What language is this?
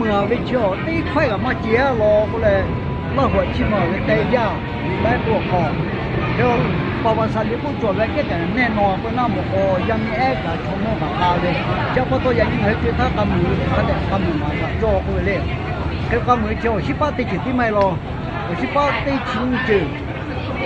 Lahu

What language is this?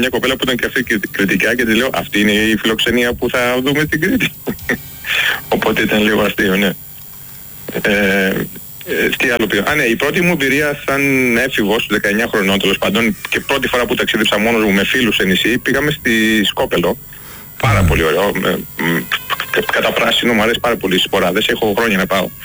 Greek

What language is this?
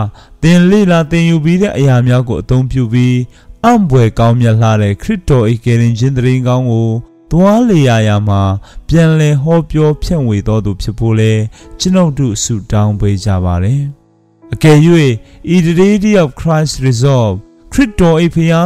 Burmese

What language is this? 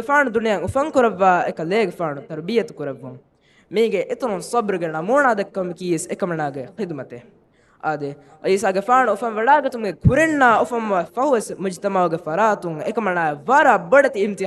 Divehi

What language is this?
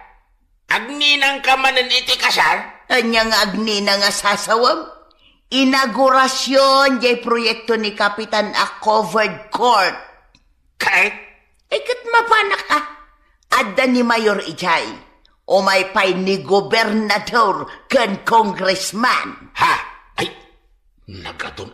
Iloko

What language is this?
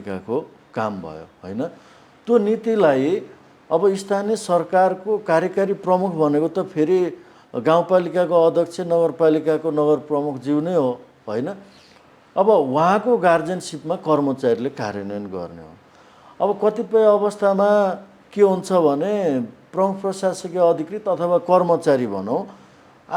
Nepali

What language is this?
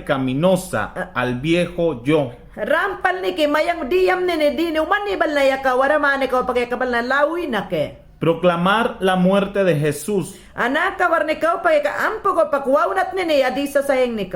Mayangna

